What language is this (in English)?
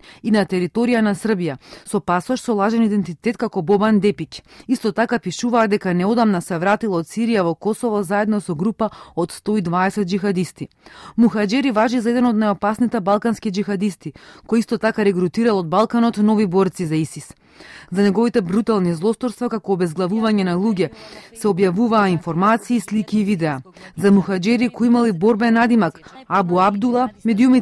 Macedonian